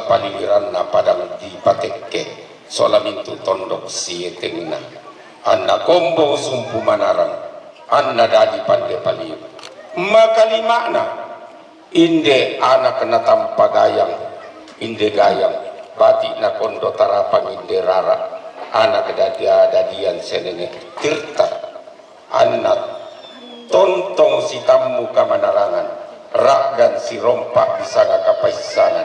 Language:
Toraja-Sa'dan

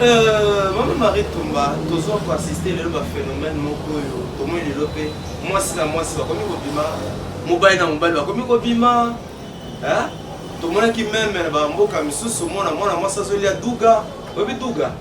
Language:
Lingala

